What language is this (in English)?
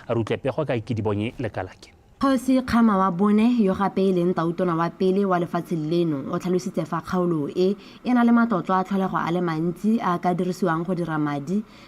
Tswana